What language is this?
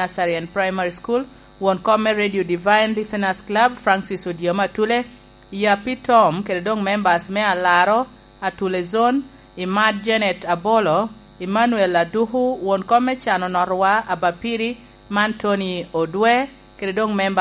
Lango (Uganda)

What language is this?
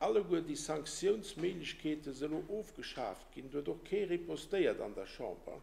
Luxembourgish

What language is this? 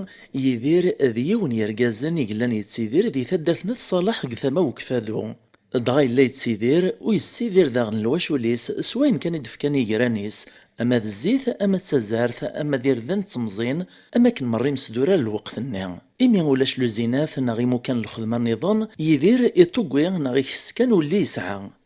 Kabyle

